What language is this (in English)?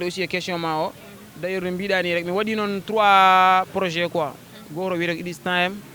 Fula